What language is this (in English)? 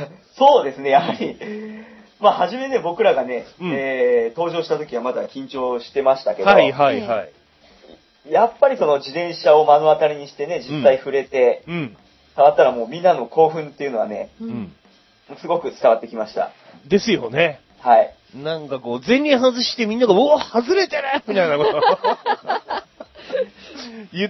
Japanese